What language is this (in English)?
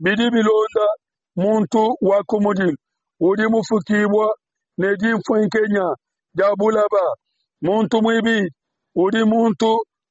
Luba-Lulua